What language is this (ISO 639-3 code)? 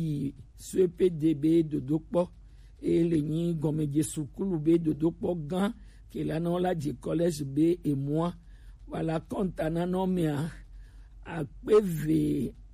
gej